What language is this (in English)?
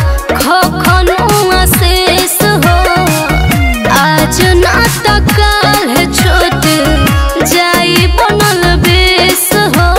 Bhojpuri